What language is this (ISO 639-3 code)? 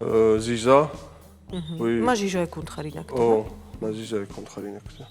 oss